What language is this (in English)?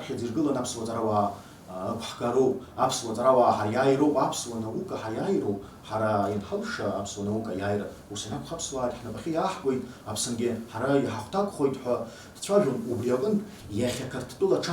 Abkhazian